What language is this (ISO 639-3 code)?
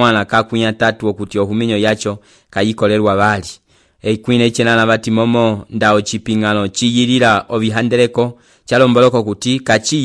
umb